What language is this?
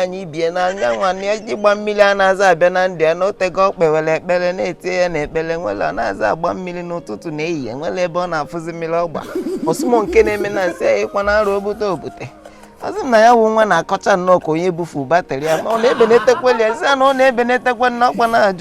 Igbo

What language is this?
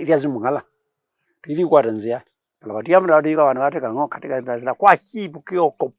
Kamba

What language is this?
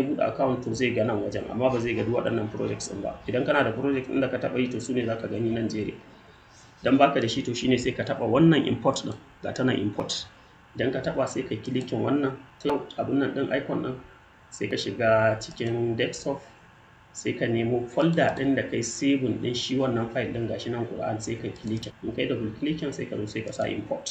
Hausa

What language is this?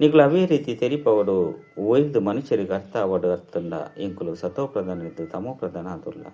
Tulu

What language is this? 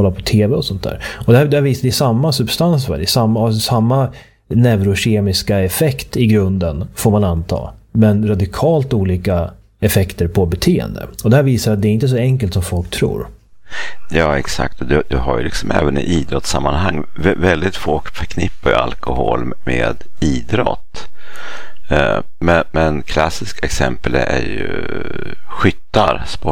Swedish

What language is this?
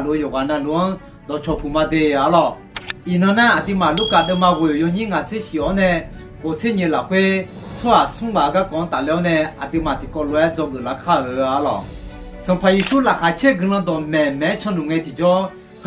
Akha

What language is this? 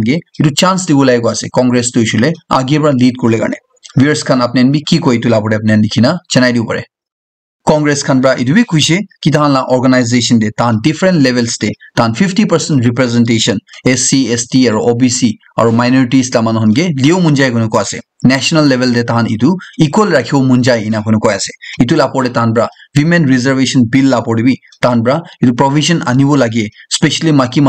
Naga Pidgin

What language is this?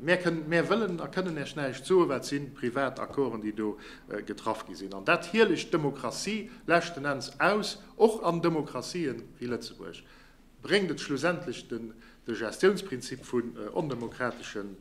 Luxembourgish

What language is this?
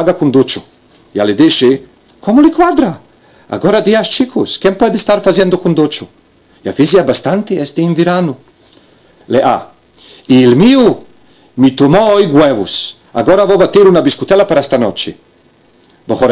Ladino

